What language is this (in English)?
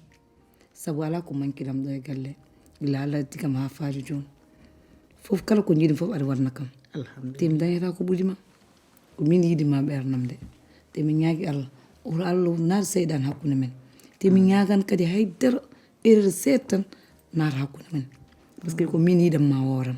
Fula